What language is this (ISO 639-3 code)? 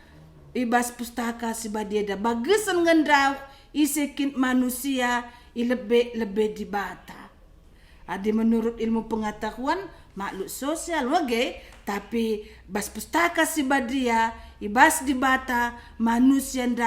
btx